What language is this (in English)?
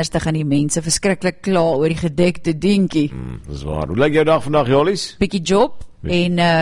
Afrikaans